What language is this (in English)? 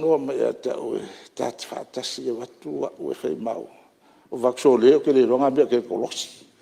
Samoan